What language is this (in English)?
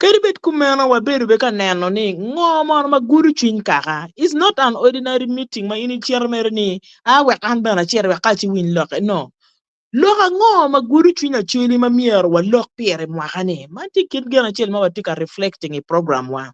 Acoli